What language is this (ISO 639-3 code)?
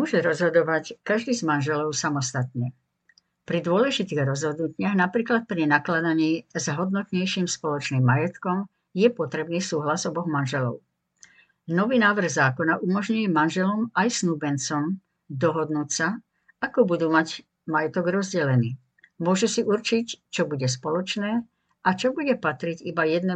slk